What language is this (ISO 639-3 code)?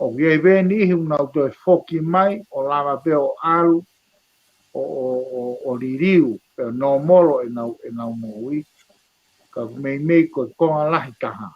ton